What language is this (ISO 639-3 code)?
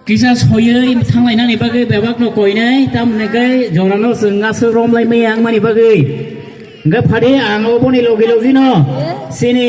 trp